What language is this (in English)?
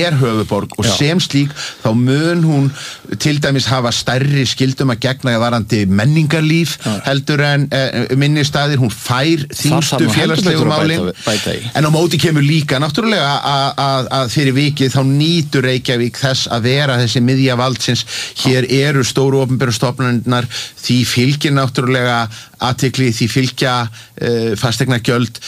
Icelandic